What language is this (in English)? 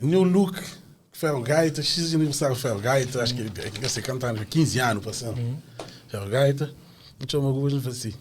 Kabuverdianu